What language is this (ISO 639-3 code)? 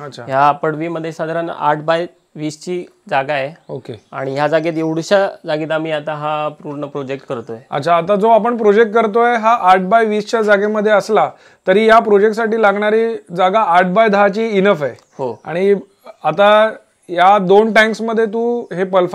mar